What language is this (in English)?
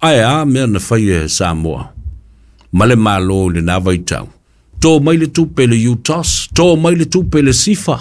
Samoan